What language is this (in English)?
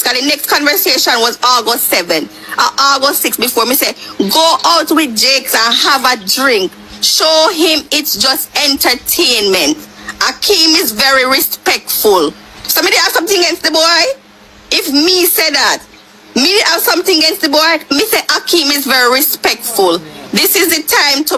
Jamaican Creole English